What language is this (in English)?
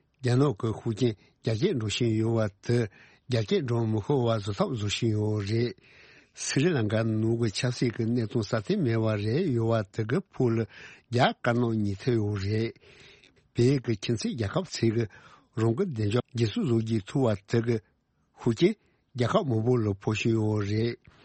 Tibetan